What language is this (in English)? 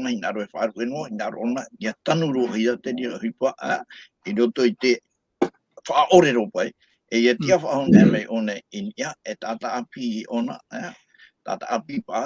Tahitian